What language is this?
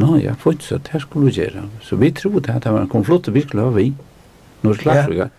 Faroese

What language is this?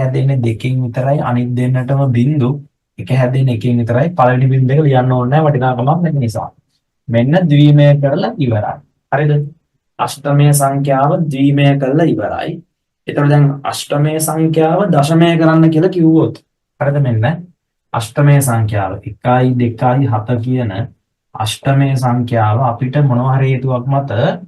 Sinhala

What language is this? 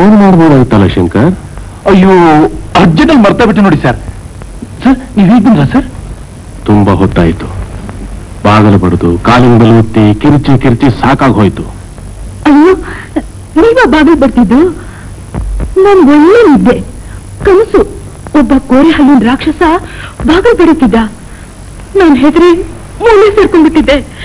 Kannada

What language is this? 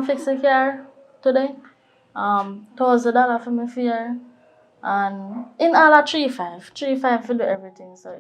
Jamaican Creole English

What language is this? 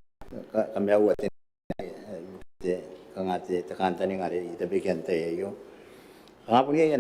Gilbertese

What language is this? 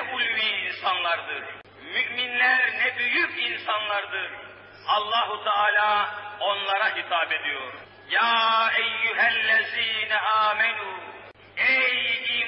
Turkish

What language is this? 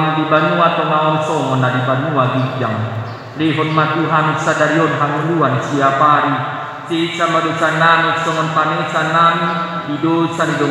Batak Toba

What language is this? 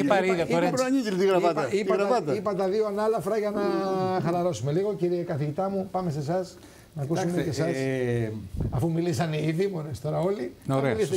Greek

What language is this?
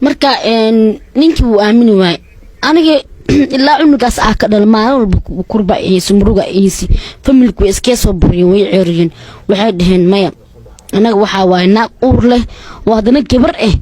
Somali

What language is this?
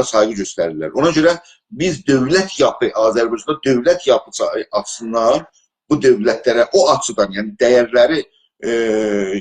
South Azerbaijani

